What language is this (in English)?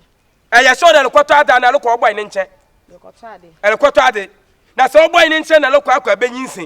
Akan